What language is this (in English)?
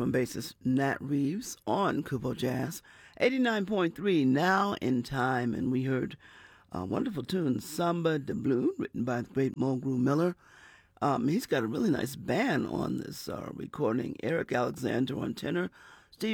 English